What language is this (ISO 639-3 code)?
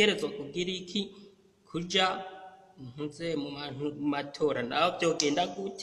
run